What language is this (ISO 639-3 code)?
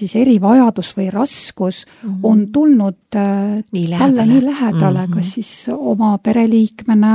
est